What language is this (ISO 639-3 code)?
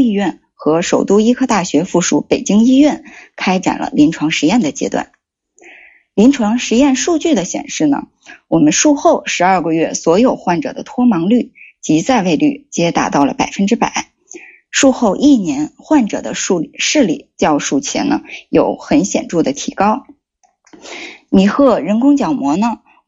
zho